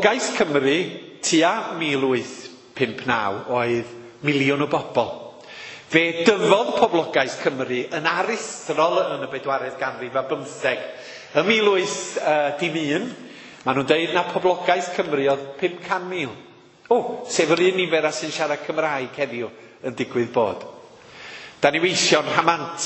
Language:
Welsh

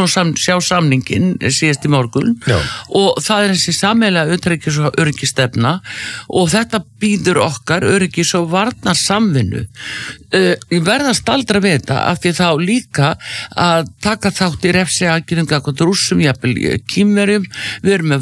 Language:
Icelandic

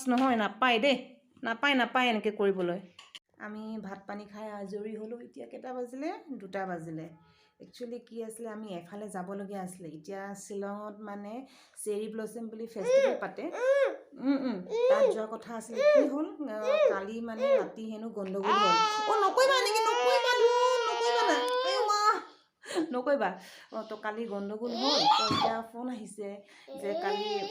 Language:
Assamese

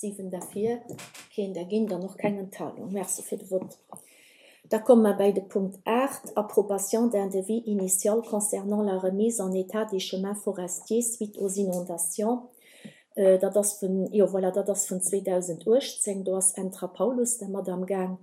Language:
Luxembourgish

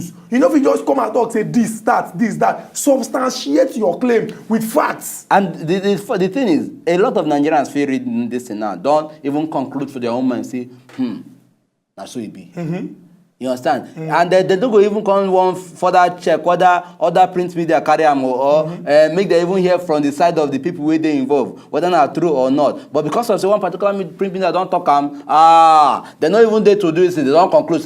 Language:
Nigerian Pidgin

